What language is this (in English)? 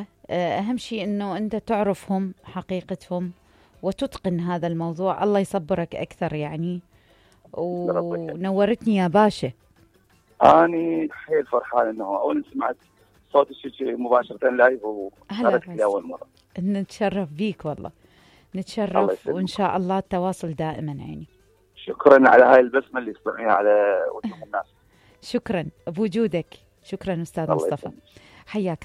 Mesopotamian Arabic